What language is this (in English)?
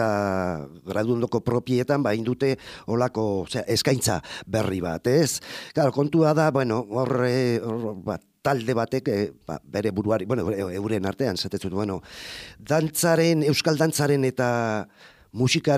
Basque